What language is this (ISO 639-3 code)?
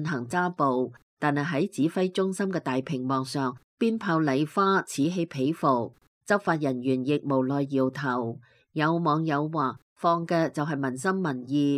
yue